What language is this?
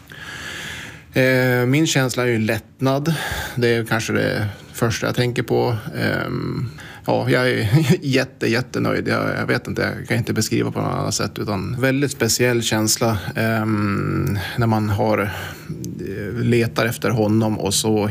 Swedish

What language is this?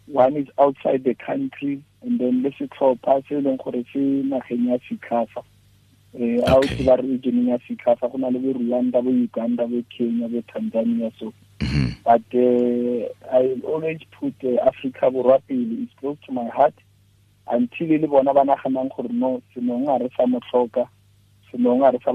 Tswana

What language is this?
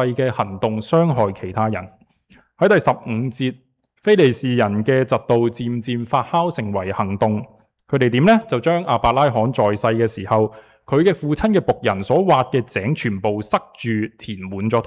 Cantonese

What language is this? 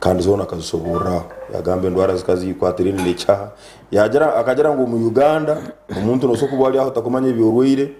Nyankole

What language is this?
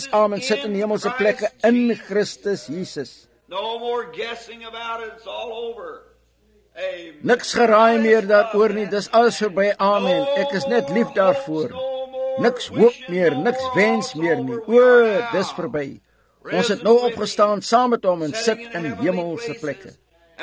Afrikaans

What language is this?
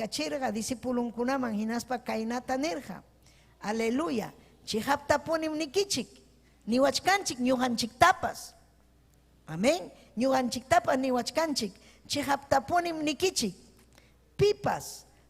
Ayacucho Quechua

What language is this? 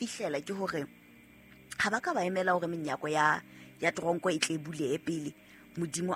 Southern Sotho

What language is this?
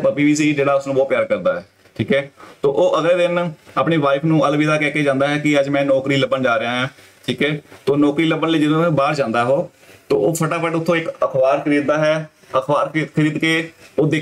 Punjabi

